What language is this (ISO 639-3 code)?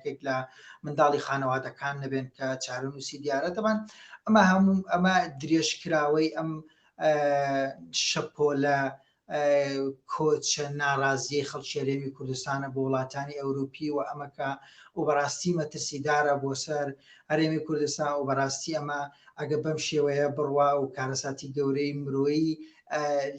ckb